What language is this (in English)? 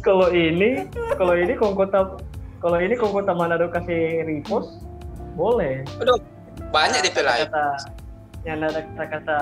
Manado Malay